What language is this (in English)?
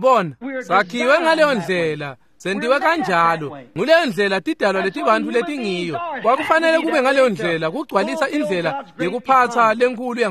Swati